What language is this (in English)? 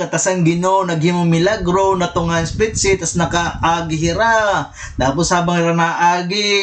Waray